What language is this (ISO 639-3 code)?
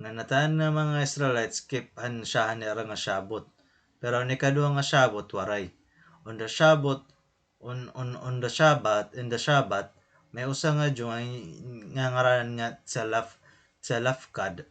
war